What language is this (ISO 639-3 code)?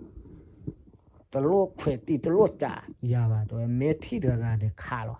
ksw